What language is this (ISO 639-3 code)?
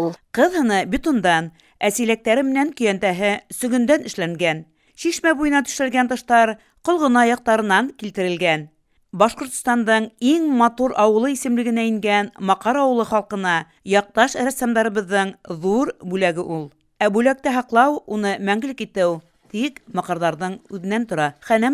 bak